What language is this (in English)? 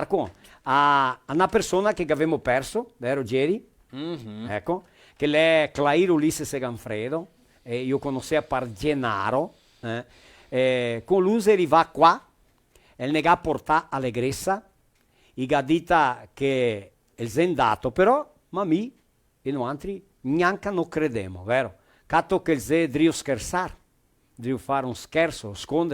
Venetian